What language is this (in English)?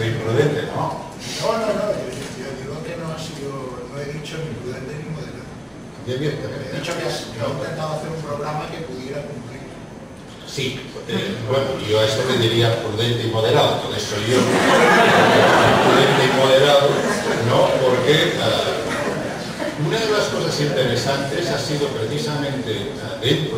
Spanish